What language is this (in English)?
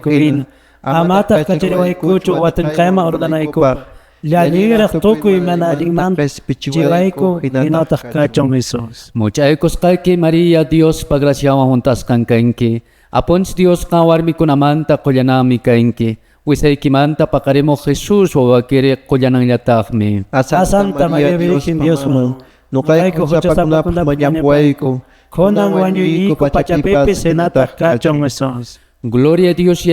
Quechua